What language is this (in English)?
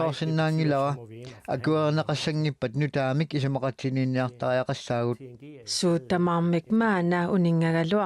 Kalaallisut